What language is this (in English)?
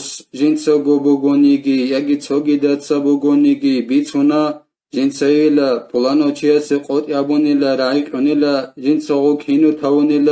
Avaric